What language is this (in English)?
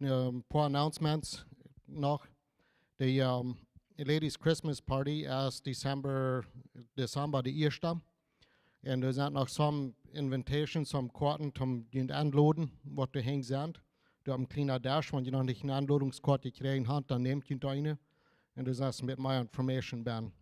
Plautdietsch